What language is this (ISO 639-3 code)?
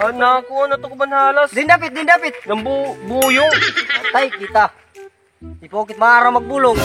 war